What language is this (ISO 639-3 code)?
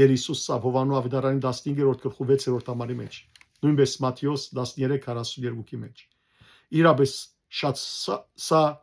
hyw